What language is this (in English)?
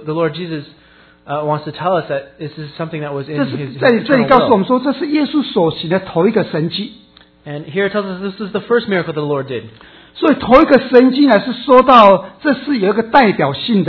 Chinese